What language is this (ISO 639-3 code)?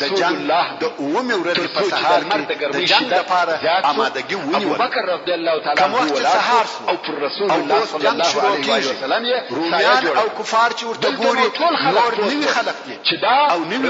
pus